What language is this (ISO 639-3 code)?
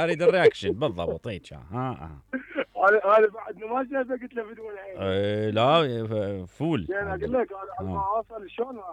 acm